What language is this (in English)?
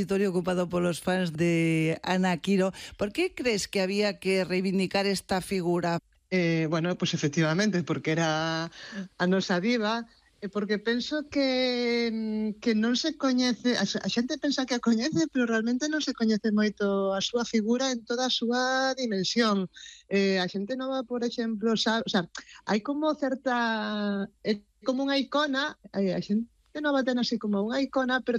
Galician